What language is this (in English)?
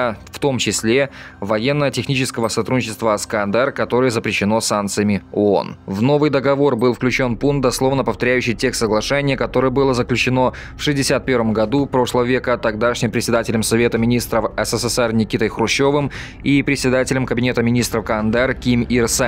Russian